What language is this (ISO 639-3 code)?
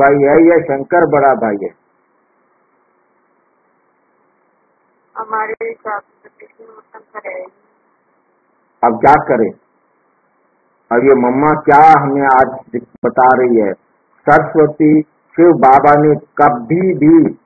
hin